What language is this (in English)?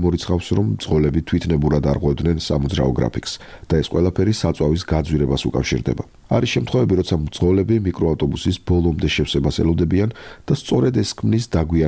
Georgian